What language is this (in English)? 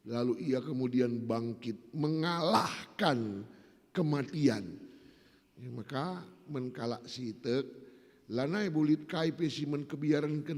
Batak Karo